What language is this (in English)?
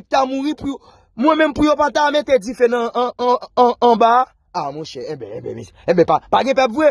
Haitian Creole